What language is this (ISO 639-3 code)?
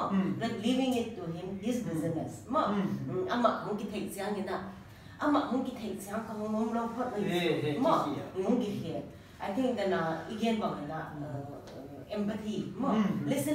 pck